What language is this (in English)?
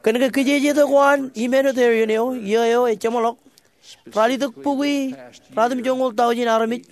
Marshallese